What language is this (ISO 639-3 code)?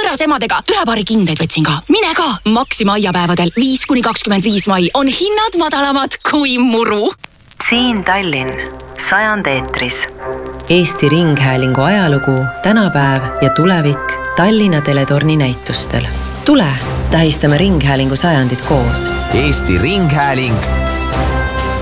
est